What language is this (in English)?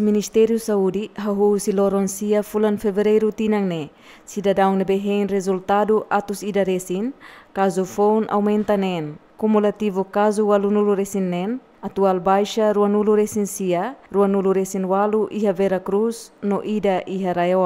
Tetum